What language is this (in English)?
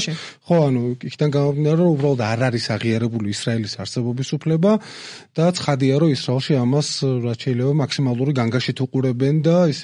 Georgian